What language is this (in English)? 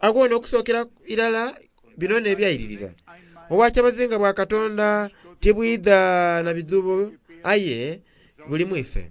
Soga